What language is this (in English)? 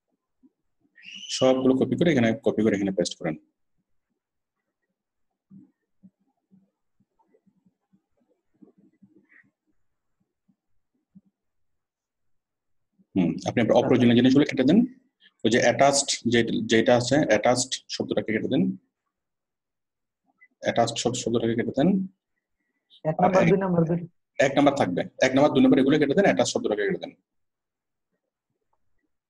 Bangla